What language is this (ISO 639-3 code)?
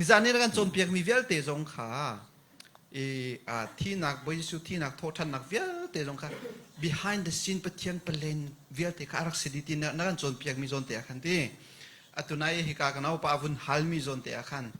cnh